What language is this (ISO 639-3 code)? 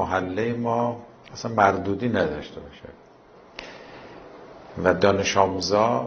fas